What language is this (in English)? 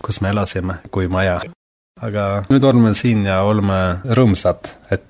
Estonian